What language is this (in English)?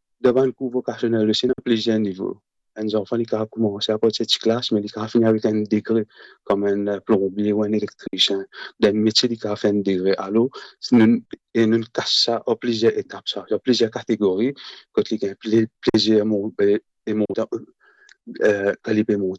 Morisyen